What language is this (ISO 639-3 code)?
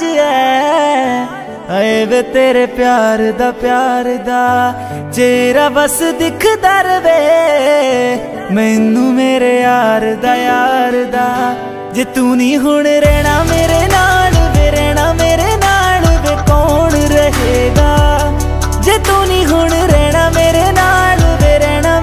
pan